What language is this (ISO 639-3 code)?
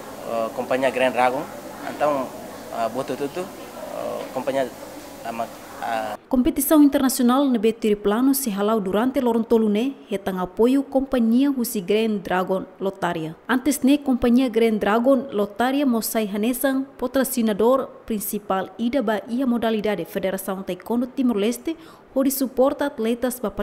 tet